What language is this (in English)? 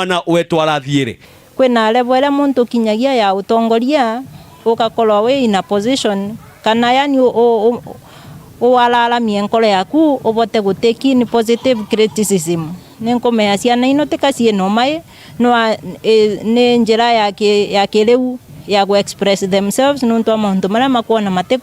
Meru